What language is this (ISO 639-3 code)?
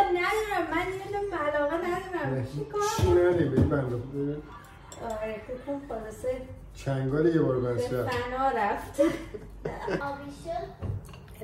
fas